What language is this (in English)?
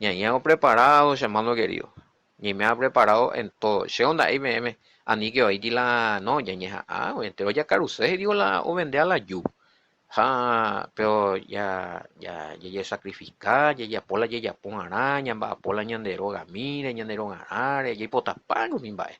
Guarani